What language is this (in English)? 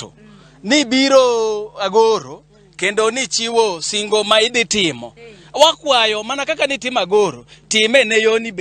Luo (Kenya and Tanzania)